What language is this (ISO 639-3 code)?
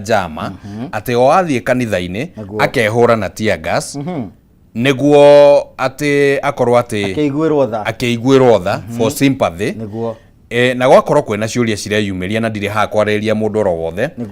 kik